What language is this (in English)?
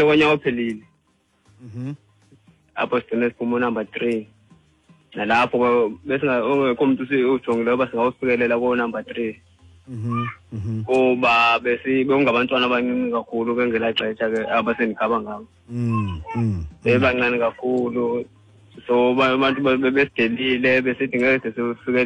Xhosa